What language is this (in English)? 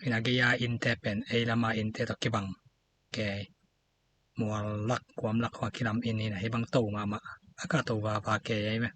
Tedim Chin